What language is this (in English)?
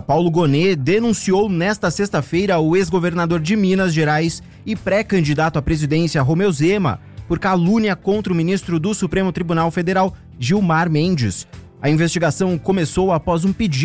Portuguese